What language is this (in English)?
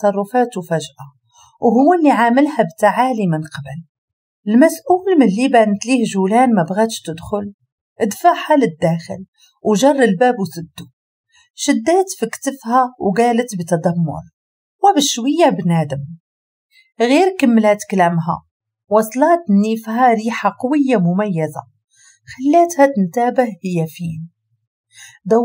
Moroccan Arabic